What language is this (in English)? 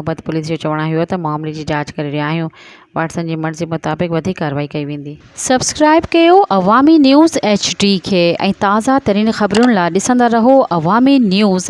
Sindhi